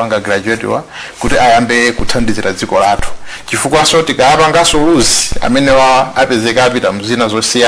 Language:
Nyanja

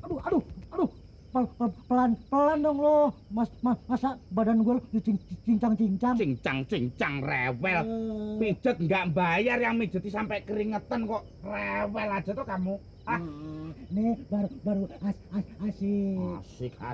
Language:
Betawi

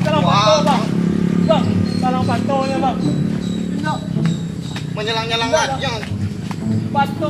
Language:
Minangkabau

